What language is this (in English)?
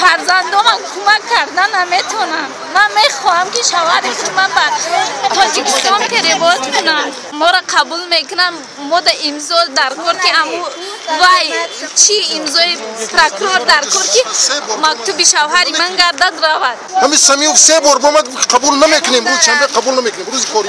Tajik